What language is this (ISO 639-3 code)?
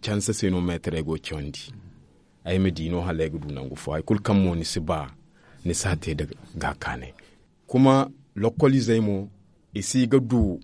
dje